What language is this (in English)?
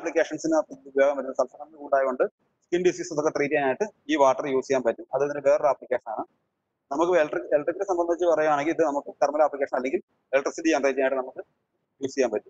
Malayalam